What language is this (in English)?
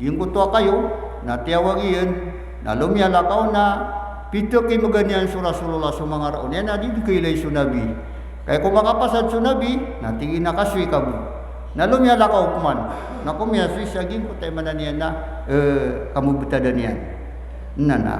Maranao